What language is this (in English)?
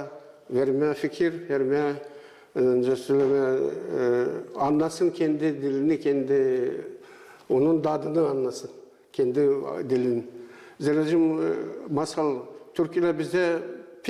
Gagauz